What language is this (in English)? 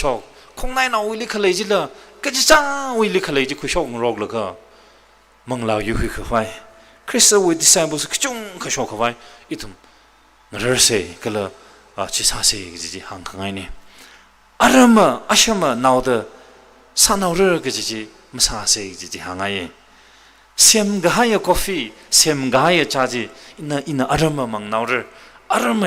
Tangkhul Naga (India)